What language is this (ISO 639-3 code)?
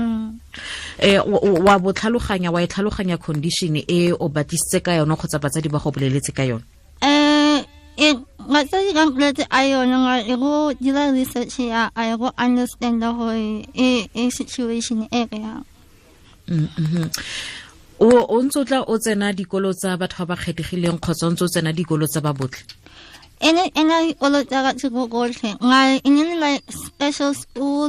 tsn